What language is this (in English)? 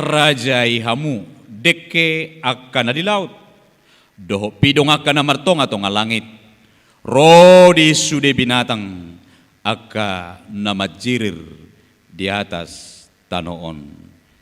Batak Toba